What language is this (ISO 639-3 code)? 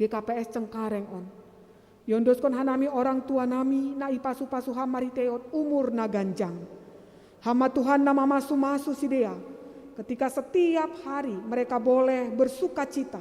bts